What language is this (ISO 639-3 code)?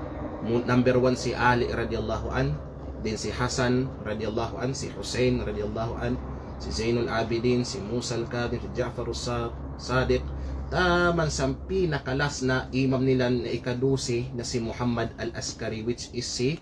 kqe